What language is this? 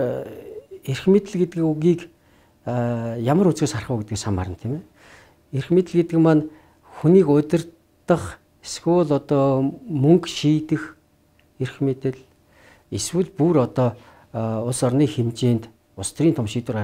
Mongolian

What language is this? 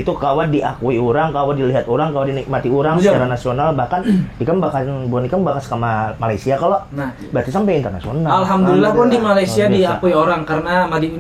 Banjar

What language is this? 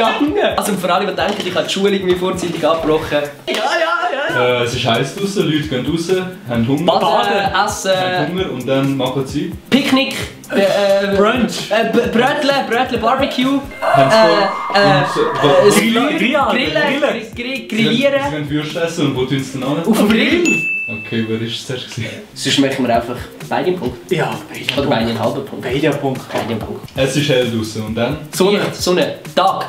Swiss German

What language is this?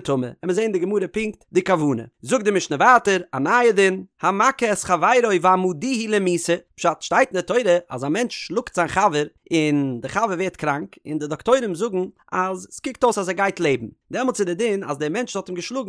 Yiddish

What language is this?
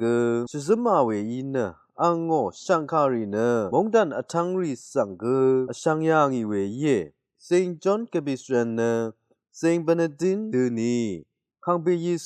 Rawang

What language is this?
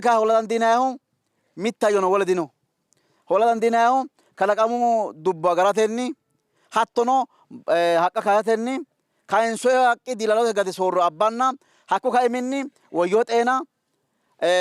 Sidamo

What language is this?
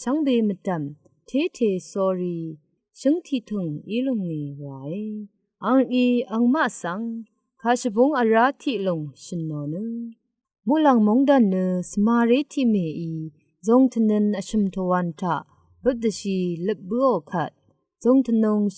Rawang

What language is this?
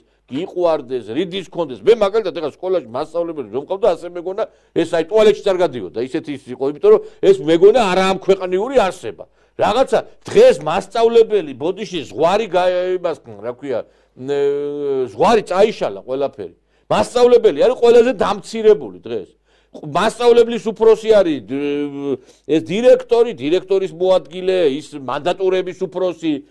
Georgian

